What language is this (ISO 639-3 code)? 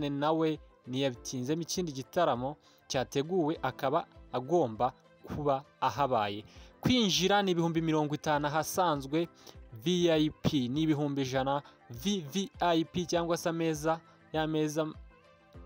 kin